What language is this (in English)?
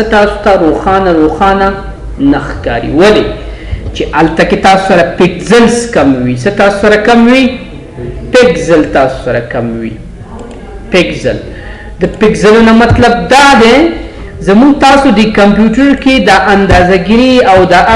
Pashto